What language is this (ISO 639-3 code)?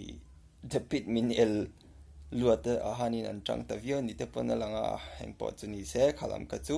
lus